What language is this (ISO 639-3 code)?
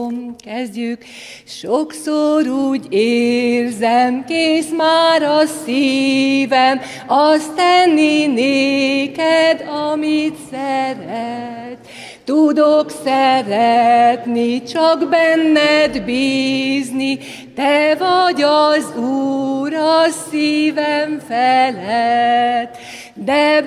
hun